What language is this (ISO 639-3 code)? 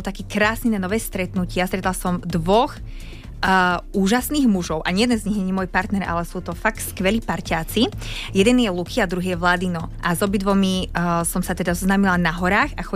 slk